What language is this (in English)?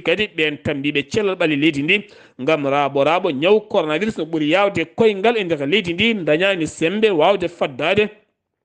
Fula